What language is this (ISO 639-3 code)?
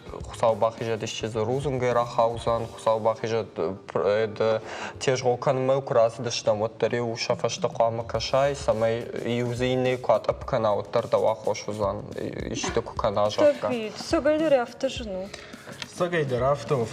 oss